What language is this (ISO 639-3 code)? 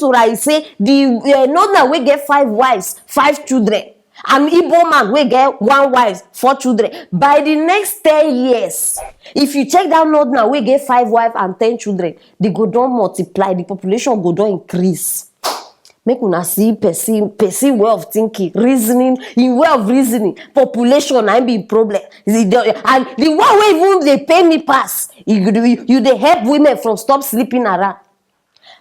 pcm